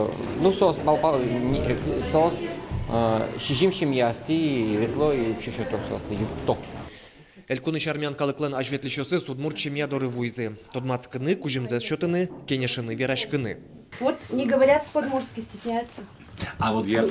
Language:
Udmurt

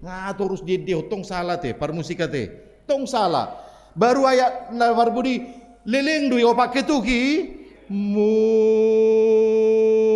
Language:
Batak Toba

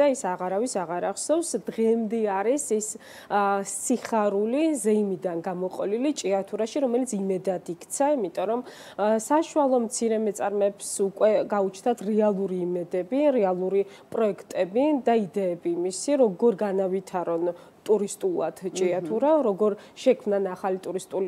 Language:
Georgian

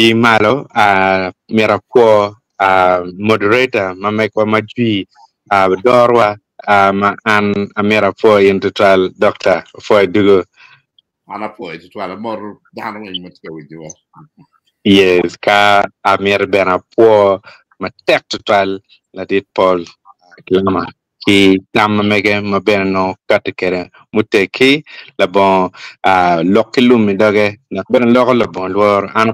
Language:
Acoli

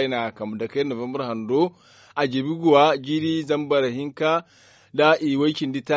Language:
Zarma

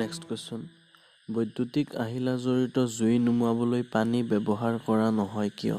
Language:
Assamese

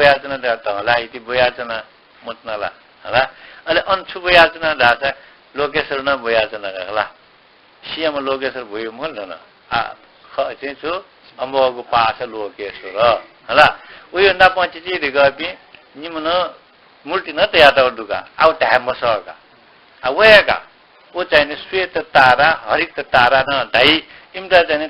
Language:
Newari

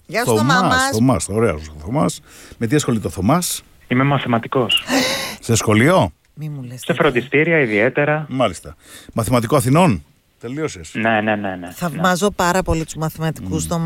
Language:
Greek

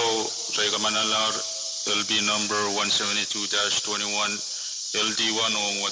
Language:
Pohnpeian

